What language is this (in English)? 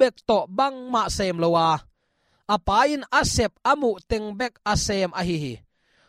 Tedim Chin